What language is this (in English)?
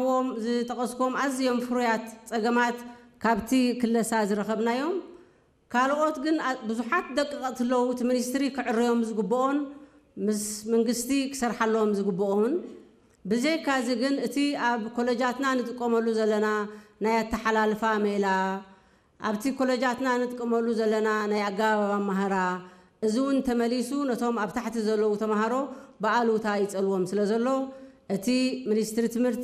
Tigrinya